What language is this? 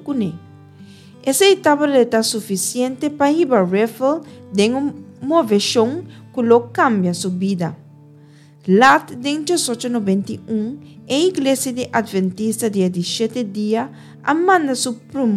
Papiamento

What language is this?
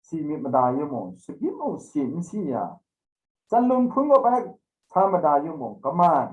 Kachin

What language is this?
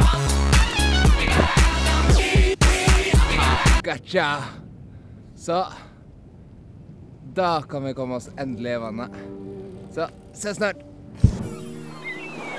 Norwegian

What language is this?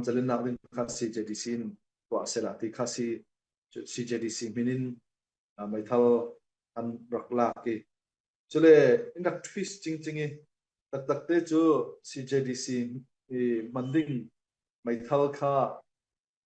Falam Chin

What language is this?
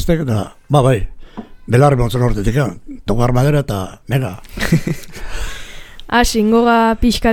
Basque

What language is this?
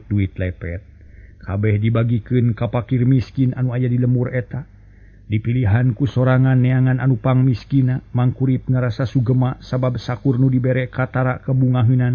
Sundanese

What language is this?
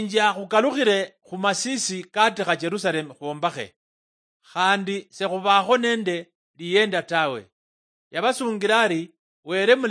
Luyia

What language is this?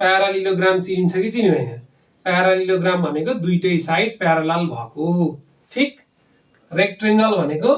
Nepali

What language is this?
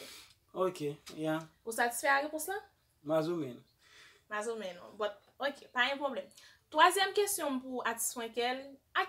Haitian Creole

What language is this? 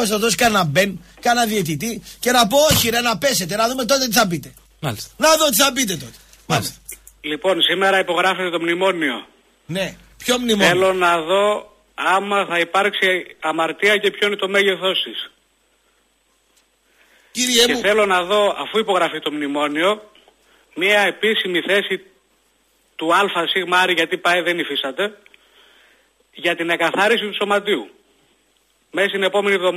Greek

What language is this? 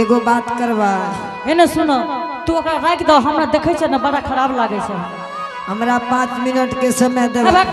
Angika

